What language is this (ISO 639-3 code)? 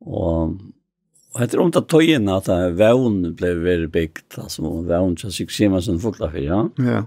fao